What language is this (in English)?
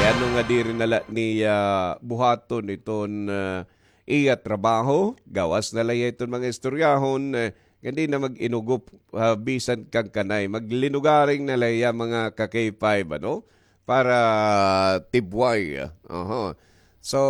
Waray